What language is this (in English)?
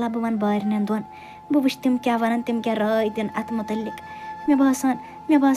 Kashmiri